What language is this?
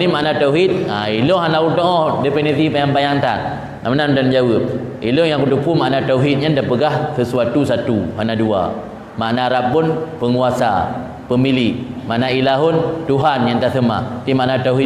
Achinese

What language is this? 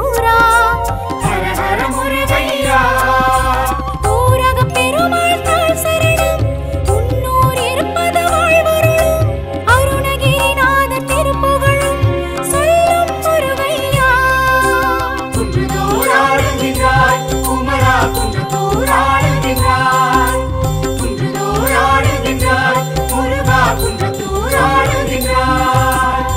Tamil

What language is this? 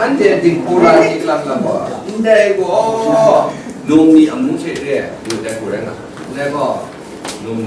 Kachin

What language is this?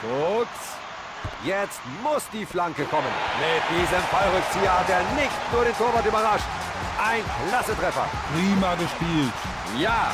Bavarian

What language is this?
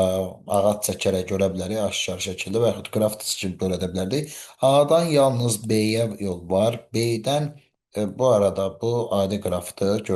Azerbaijani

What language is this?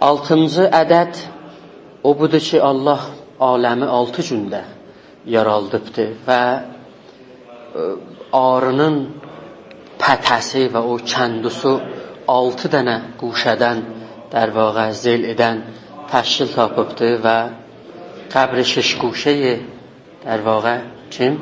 South Azerbaijani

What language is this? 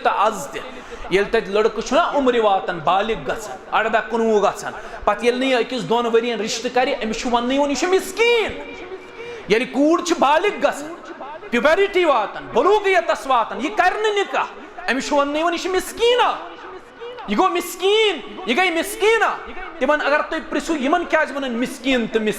Kashmiri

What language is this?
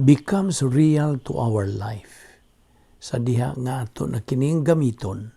Cebuano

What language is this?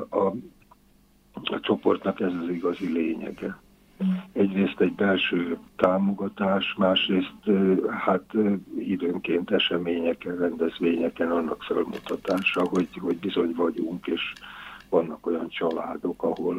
Hungarian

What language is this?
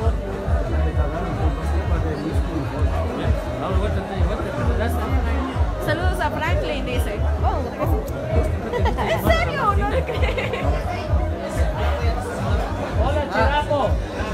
Spanish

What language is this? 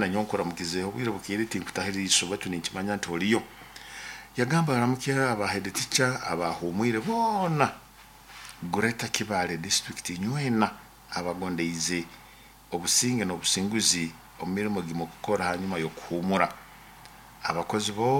Nyoro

